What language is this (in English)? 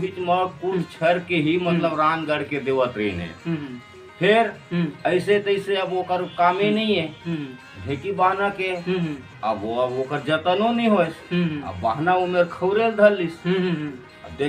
Chhattisgarhi